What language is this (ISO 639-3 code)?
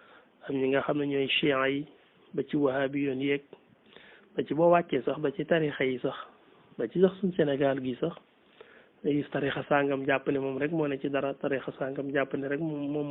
wol